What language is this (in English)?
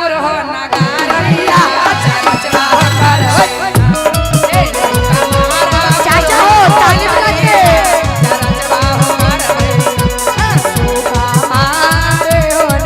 Magahi